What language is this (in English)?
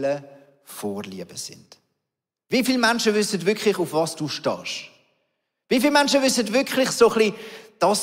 Swiss German